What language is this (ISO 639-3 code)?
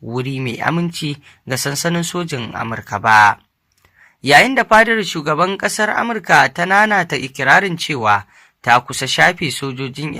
hau